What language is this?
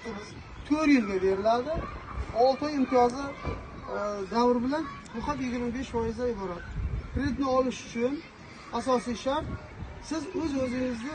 Uzbek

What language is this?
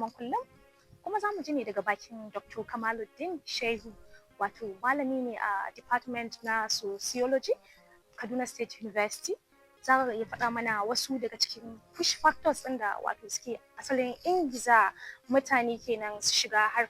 Hausa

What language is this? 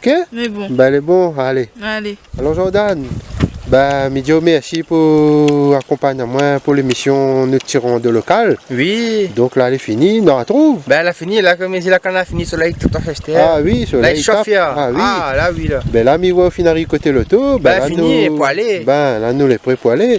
Réunion Creole French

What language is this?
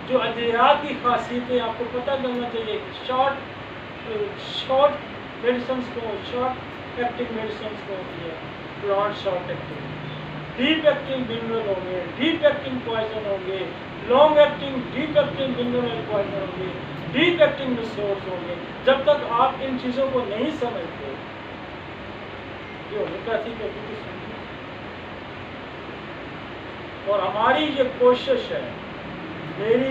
Hindi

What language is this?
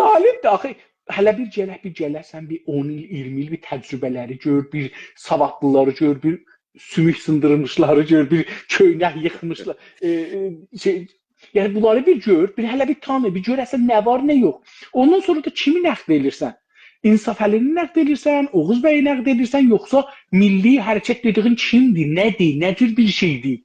South Azerbaijani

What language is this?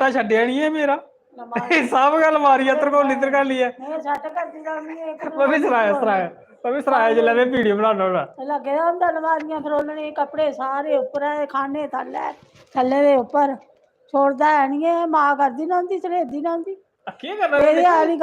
Dogri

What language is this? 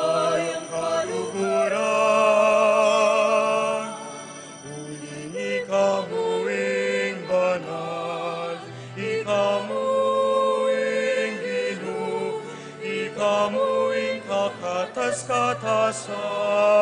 Pampanga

